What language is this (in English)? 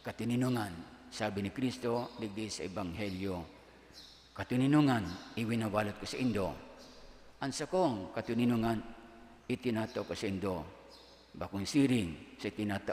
Bikol